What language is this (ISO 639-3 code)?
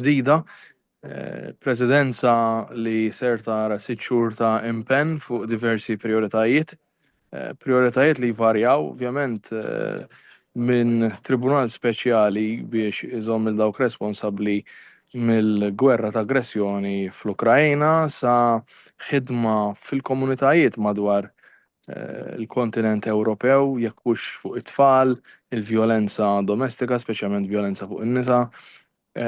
mlt